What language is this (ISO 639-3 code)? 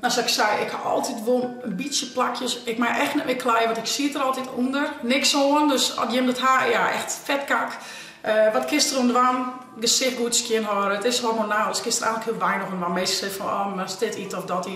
fry